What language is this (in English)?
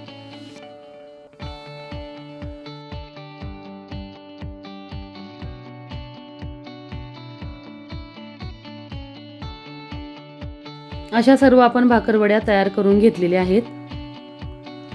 Marathi